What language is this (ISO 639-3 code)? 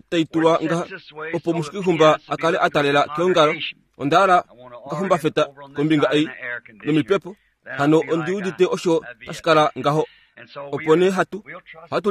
kua